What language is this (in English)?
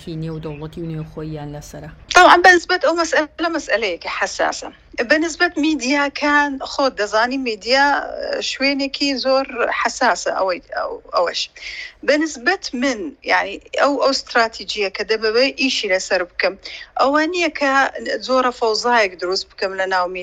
Central Kurdish